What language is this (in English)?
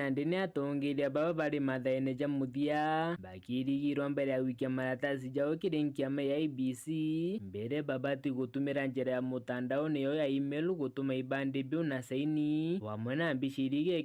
Meru